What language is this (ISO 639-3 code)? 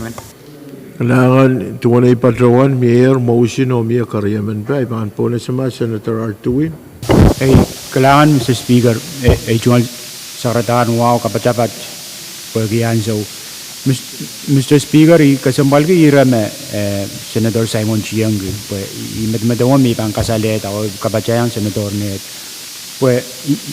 pon